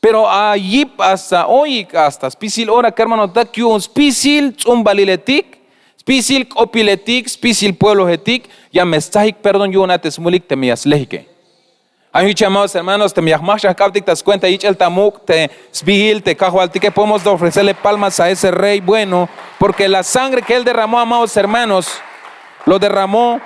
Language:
Tzeltal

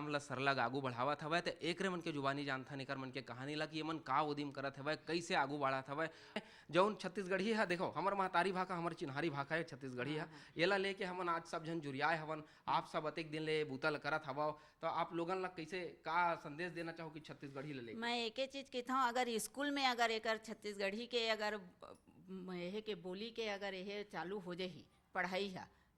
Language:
Chhattisgarhi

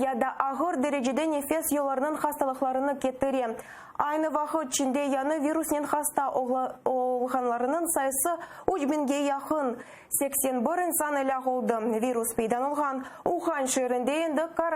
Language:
Crimean Tatar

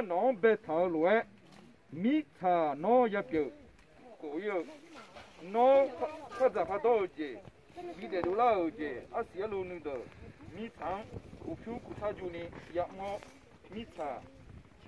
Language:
Akha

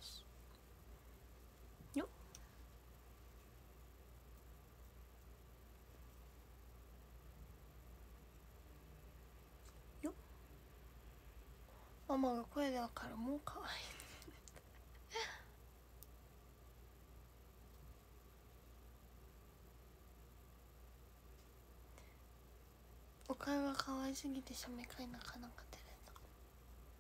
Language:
Japanese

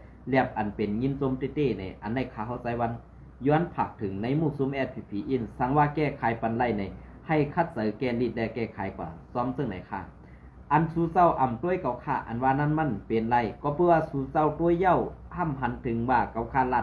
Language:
Shan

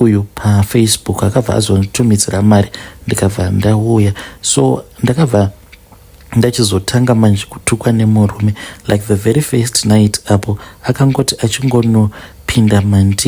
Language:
Shona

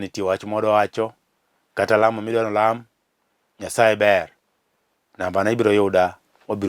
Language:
Luo (Kenya and Tanzania)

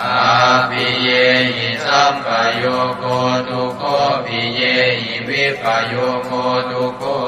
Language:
Pali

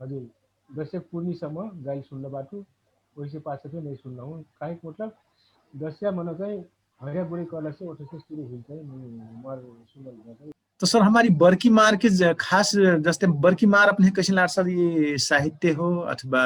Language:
Dangaura Tharu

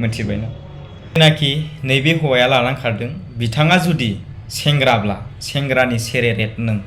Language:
Bodo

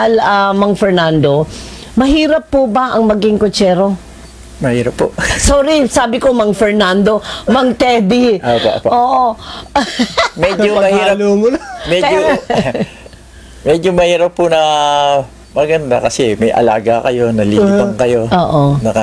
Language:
Filipino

